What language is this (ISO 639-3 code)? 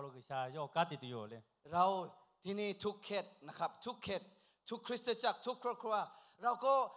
lhu